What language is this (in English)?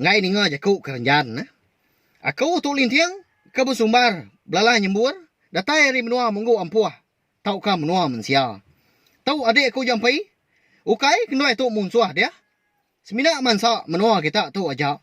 Iban